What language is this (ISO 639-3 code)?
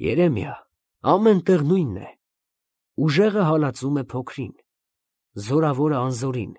hye